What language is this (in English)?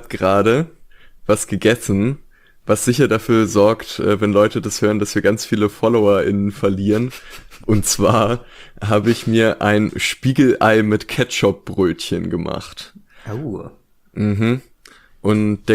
German